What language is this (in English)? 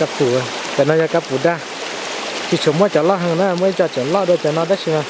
Hmong